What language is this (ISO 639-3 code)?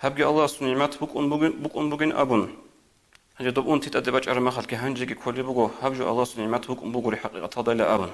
ava